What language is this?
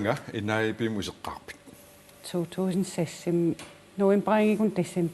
Kalaallisut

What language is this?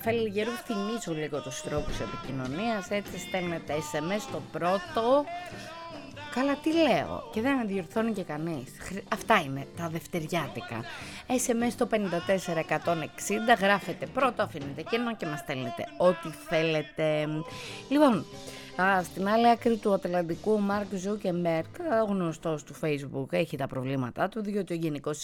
Greek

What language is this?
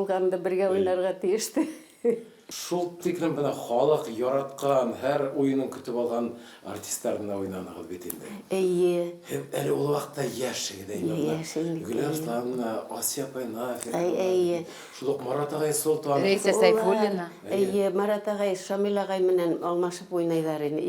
Bashkir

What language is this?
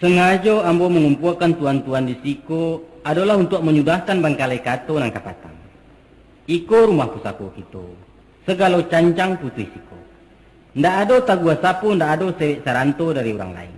Minangkabau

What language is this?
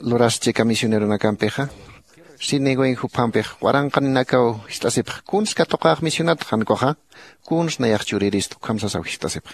Aymara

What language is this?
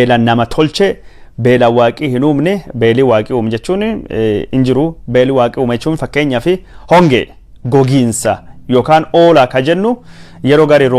Oromo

